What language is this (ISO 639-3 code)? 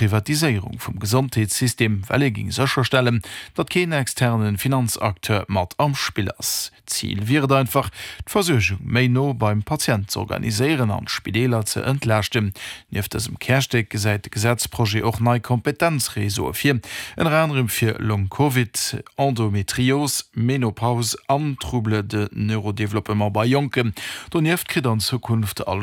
ltz